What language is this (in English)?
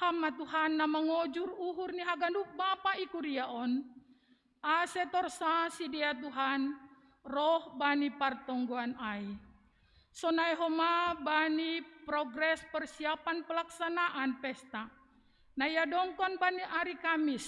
Batak Simalungun